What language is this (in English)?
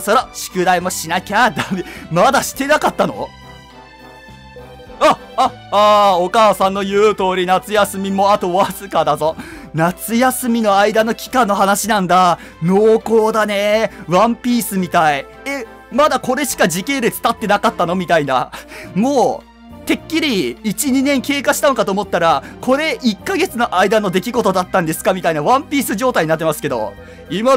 Japanese